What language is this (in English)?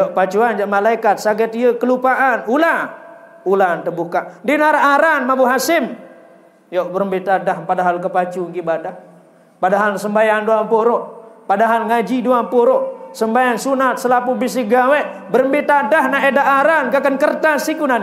Sasak